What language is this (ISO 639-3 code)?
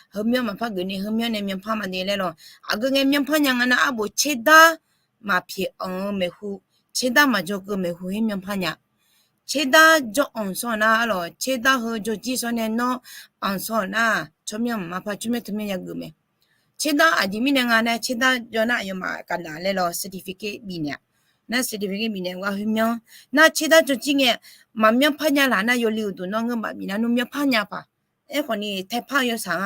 ahk